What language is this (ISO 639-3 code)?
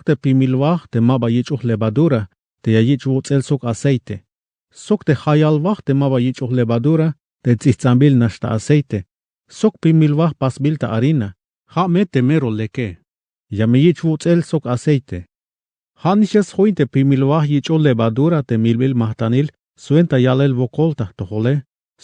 tzh